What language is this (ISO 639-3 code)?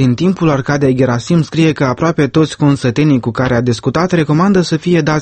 ron